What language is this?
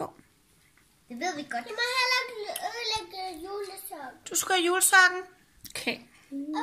Danish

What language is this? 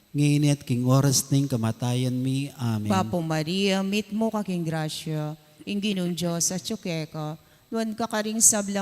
Pampanga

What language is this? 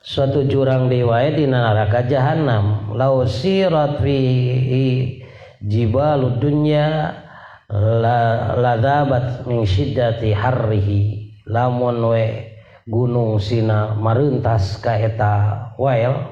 Sundanese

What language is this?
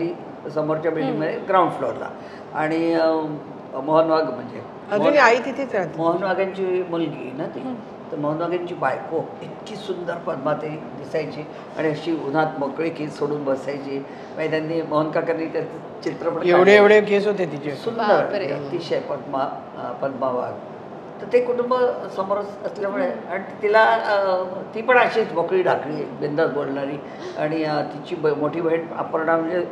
Marathi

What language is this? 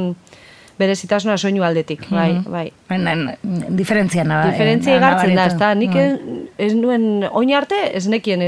Basque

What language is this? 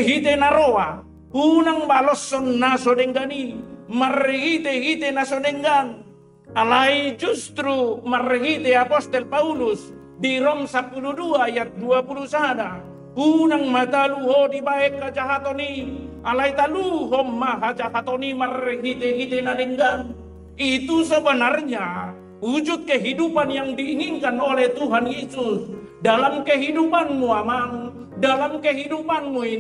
Batak Toba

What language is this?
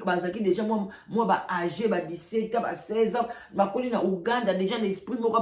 Lingala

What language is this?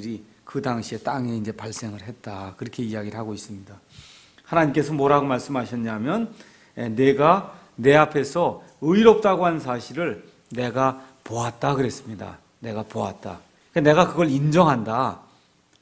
Korean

